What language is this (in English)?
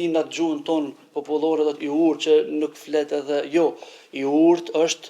Albanian